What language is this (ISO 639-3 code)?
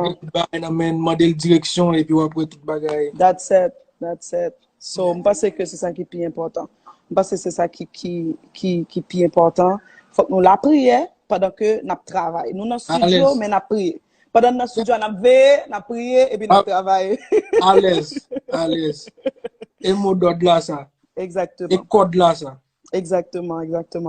hat